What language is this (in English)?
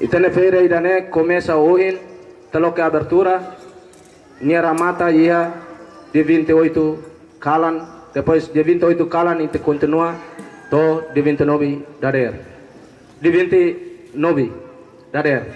Tetum